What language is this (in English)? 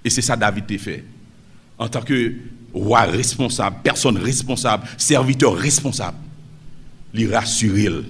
Haitian Creole